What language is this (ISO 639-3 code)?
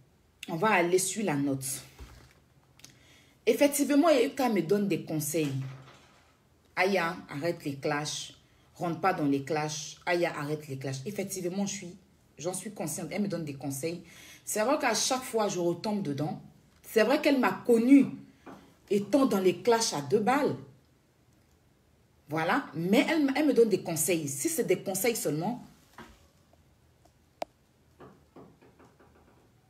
fra